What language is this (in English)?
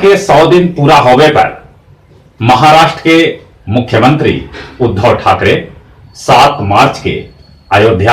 Magahi